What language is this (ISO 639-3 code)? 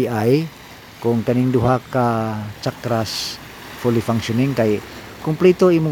ceb